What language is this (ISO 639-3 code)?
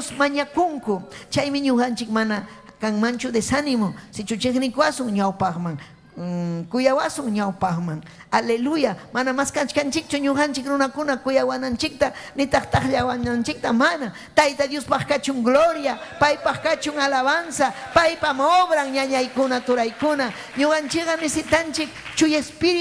quy